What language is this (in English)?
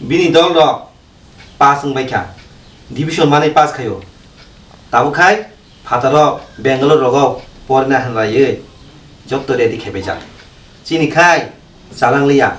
Kok Borok